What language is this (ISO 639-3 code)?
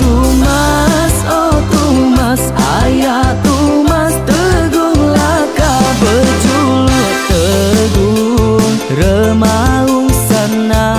iba